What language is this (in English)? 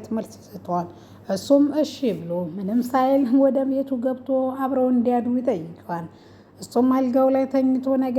Amharic